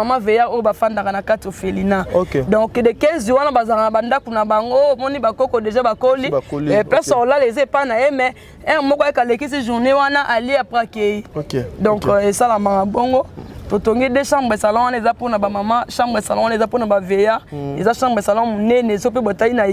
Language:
Lingala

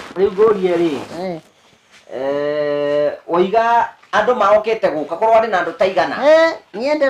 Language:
Kikuyu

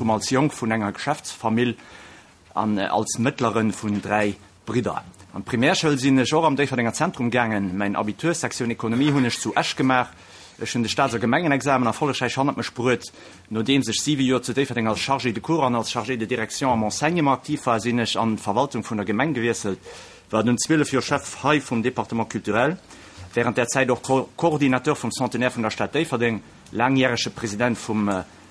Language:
Luxembourgish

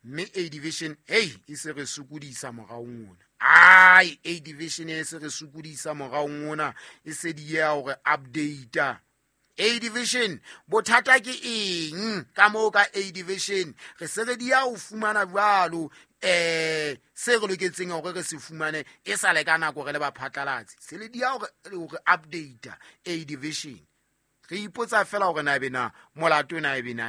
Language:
Southern Sotho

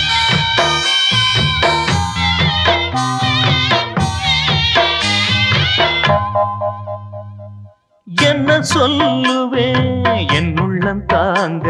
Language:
Tamil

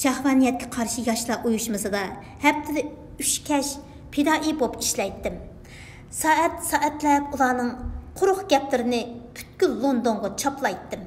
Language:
Uyghur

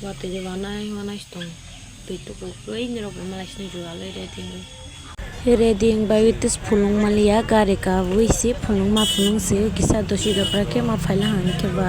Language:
Kok Borok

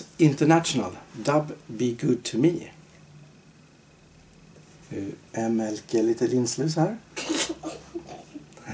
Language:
Swedish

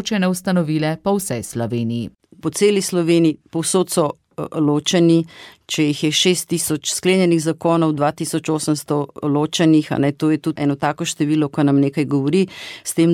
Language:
Slovenian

